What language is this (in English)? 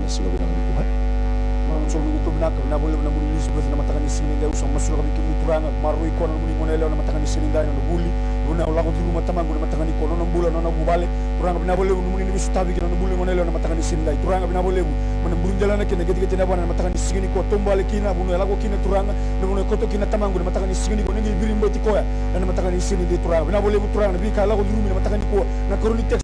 Fijian